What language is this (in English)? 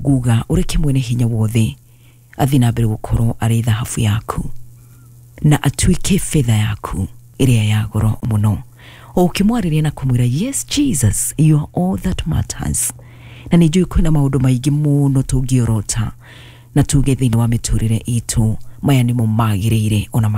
Kikuyu